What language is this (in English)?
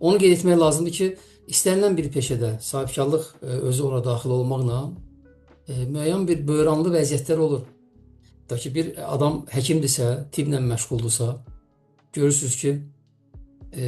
Azerbaijani